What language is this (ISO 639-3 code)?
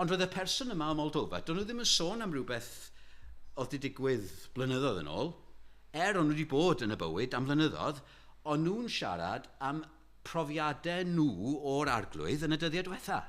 cym